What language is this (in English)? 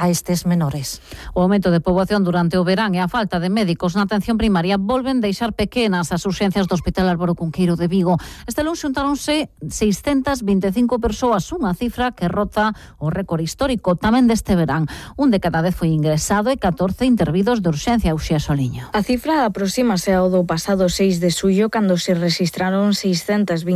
Galician